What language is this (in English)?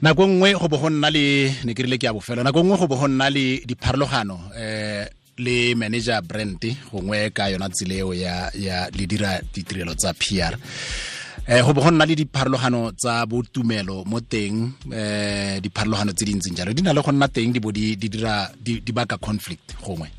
Tswana